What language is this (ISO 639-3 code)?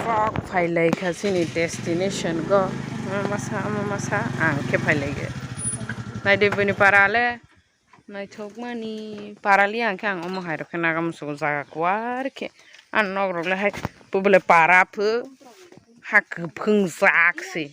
trp